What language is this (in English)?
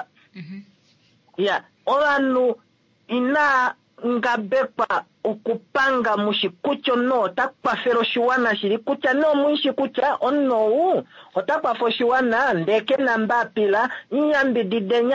Kuanyama